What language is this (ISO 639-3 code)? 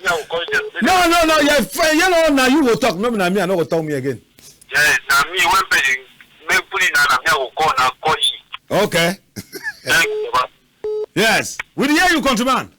wes